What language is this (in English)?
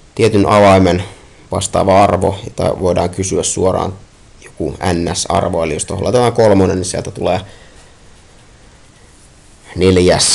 Finnish